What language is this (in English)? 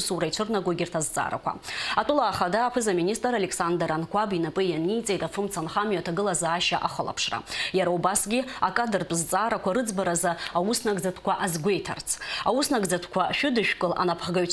Abkhazian